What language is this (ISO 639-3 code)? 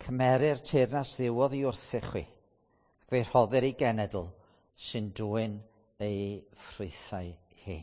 cym